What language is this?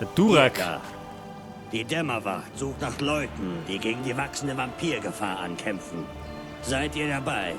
Bavarian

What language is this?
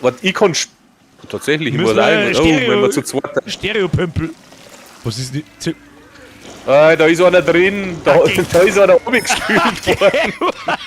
Bavarian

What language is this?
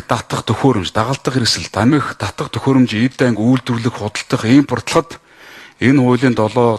Mongolian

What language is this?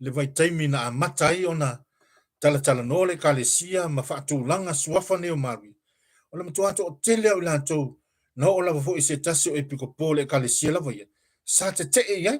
Samoan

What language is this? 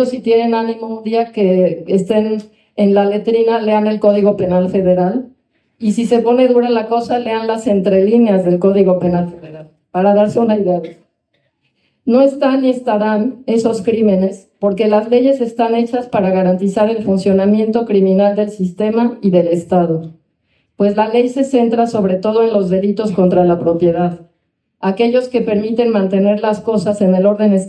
Spanish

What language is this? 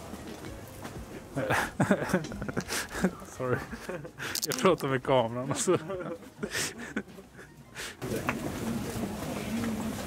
Swedish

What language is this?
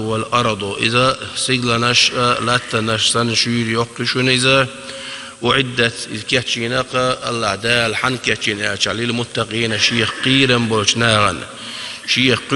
Chechen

